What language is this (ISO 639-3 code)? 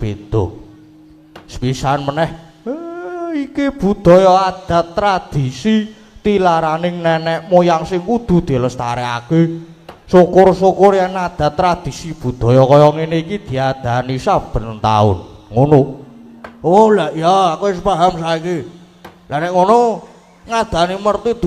jav